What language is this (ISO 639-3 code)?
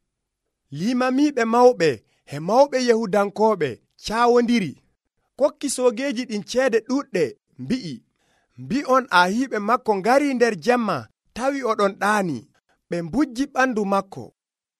fuv